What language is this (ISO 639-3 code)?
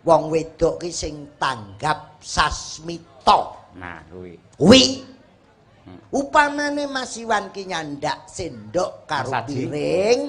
jav